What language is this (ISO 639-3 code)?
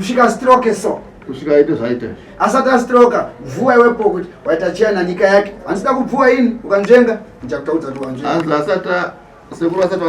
sna